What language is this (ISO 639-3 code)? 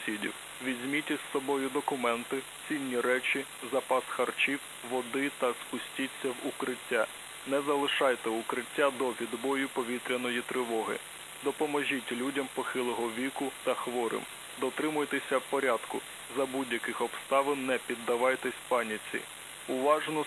ukr